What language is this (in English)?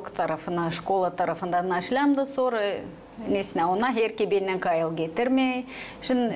Gagauz